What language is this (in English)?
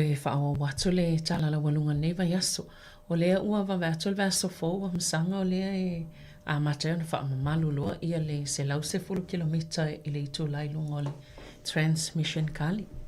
Samoan